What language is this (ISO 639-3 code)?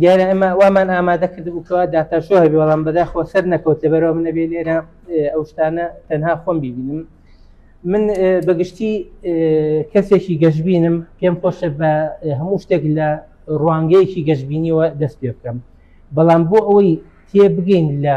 ckb